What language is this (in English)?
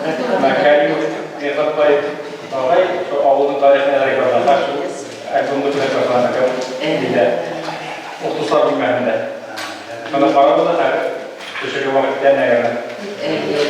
Bashkir